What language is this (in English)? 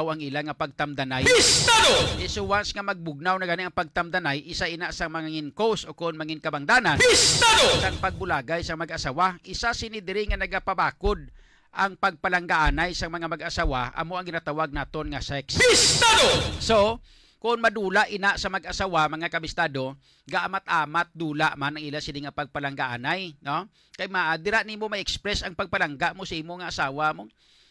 Hiligaynon